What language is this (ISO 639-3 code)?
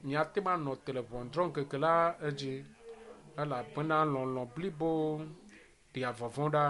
ewe